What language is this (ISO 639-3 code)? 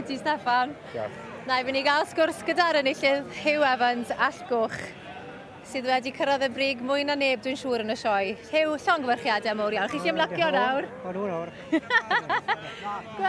cym